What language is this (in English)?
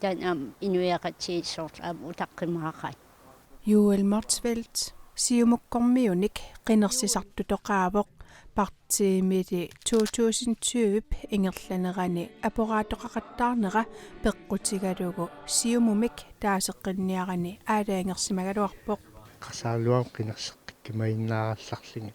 Kalaallisut